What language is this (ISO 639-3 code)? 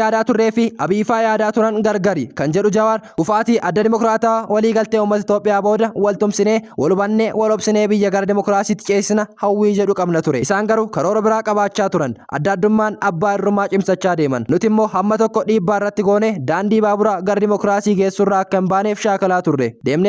orm